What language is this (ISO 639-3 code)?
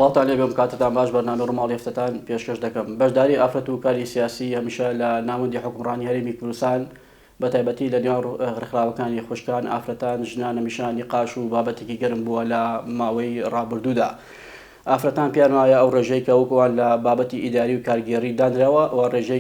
ckb